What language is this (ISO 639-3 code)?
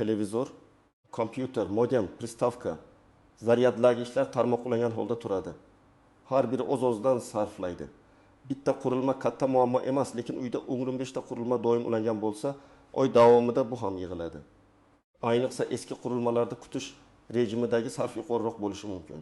uzb